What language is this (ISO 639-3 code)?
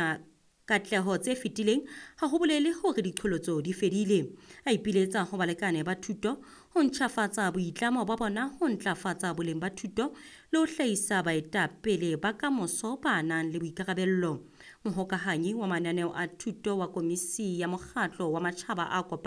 sot